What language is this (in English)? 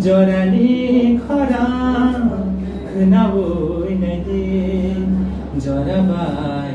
Kok Borok